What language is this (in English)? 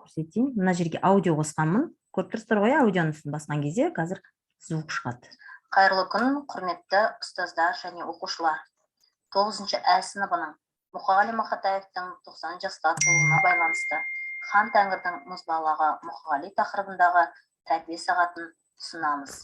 Kazakh